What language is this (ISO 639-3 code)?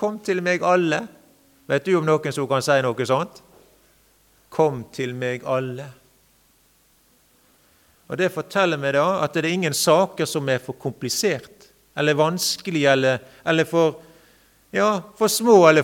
nor